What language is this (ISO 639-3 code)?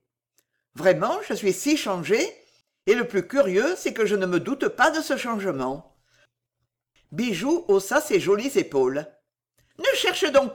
fra